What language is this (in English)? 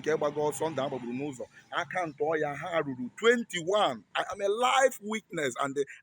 Igbo